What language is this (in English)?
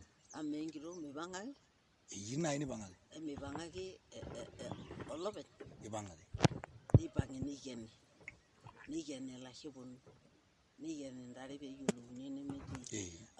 Masai